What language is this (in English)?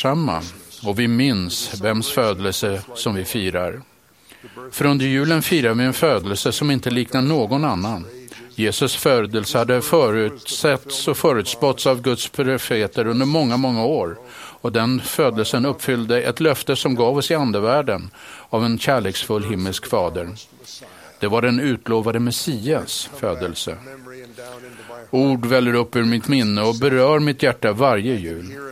Swedish